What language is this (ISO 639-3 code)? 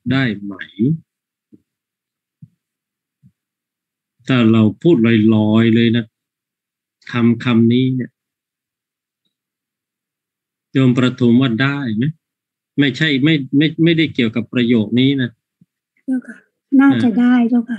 tha